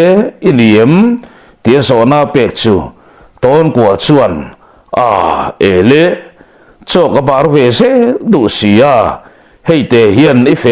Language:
Mizo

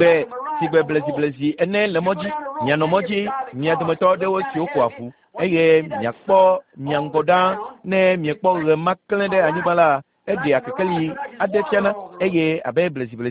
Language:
Ewe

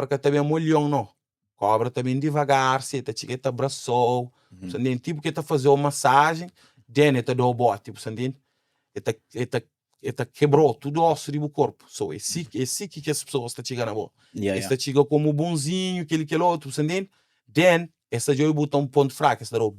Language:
Kabuverdianu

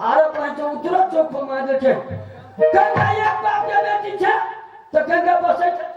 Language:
Maithili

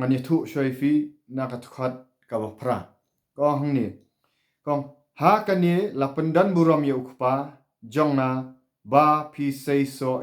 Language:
Khasi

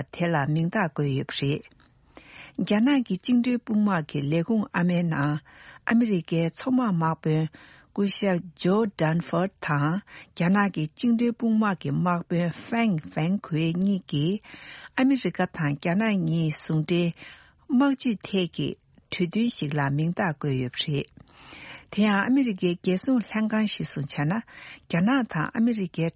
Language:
Tibetan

